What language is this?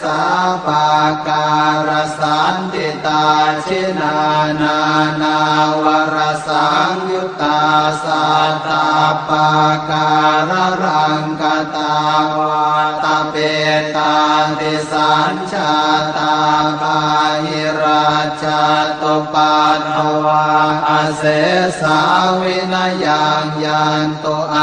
Pali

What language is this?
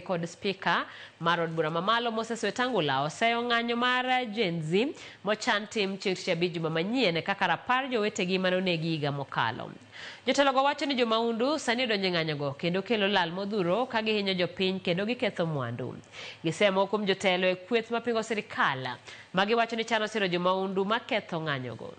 Luo (Kenya and Tanzania)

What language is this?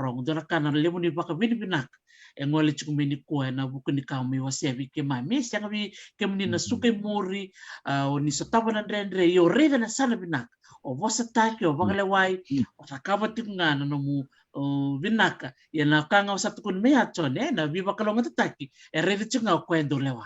Fijian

